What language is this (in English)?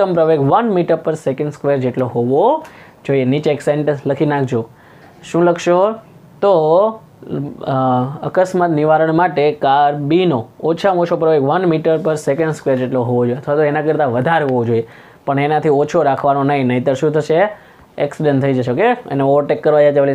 Gujarati